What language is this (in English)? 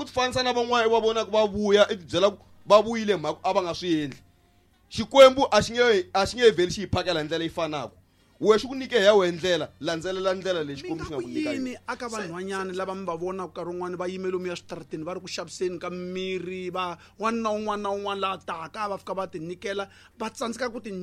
Tsonga